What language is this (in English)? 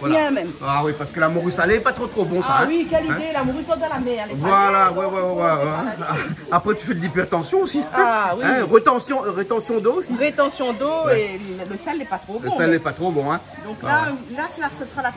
Réunion Creole French